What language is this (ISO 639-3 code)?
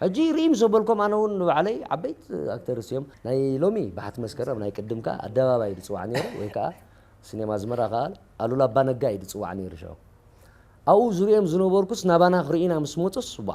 tir